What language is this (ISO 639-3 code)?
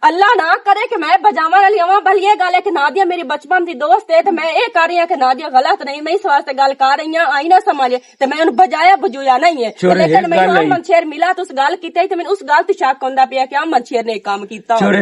lah